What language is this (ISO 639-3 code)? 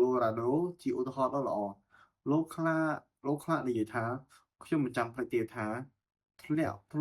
khm